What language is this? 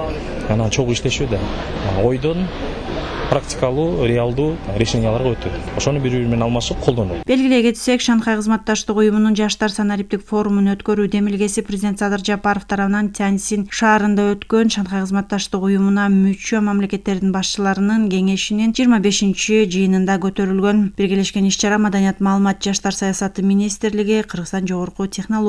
Kyrgyz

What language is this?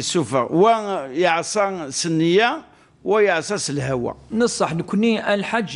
Kabyle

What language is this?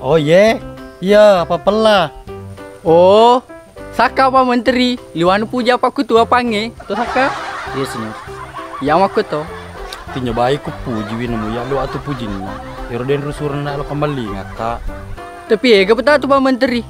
Buginese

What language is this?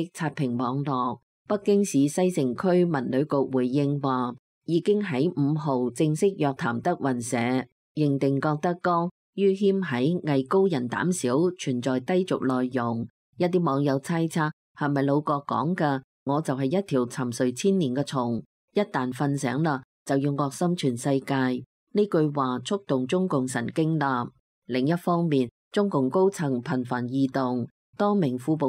Cantonese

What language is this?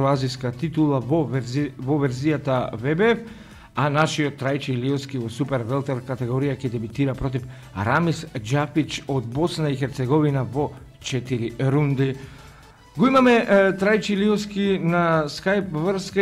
Macedonian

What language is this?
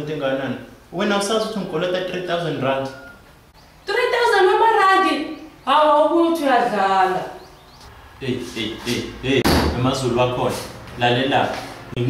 Zulu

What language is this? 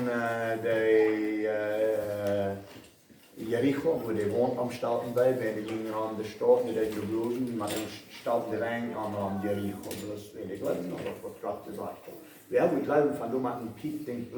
Plautdietsch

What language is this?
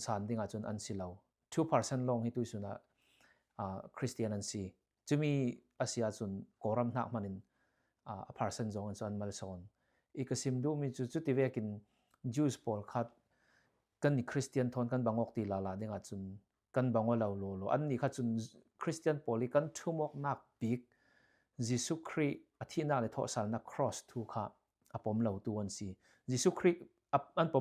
Falam Chin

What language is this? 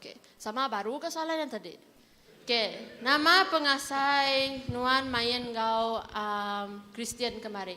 Iban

